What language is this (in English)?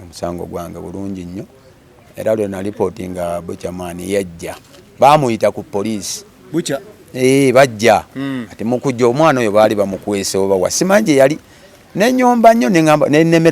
Ganda